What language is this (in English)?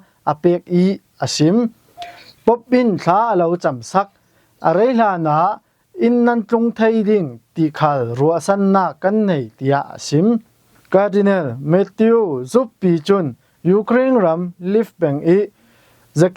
Falam Chin